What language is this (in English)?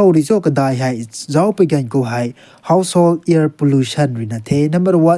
Rongmei Naga